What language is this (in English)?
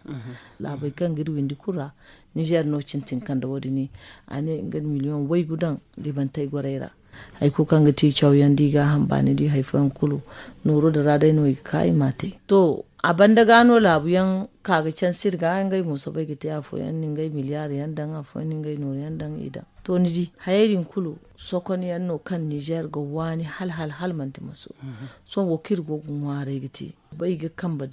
Zarma